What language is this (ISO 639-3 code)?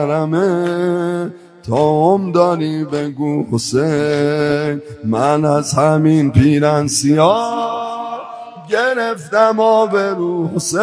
fas